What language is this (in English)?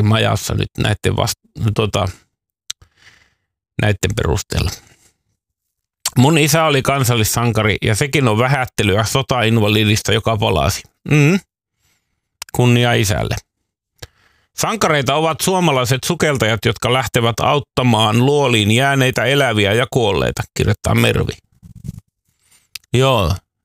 Finnish